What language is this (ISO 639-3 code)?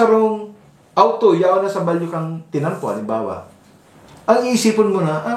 bik